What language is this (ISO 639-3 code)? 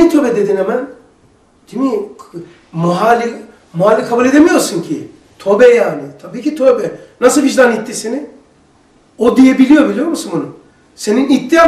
tur